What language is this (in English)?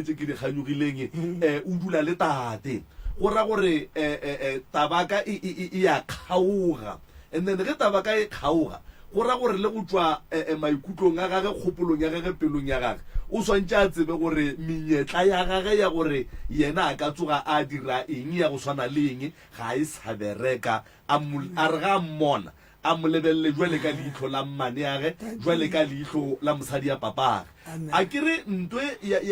Northern Sotho